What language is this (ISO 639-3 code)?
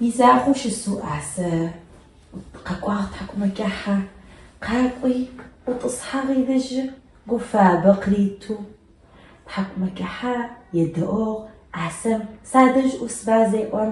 ady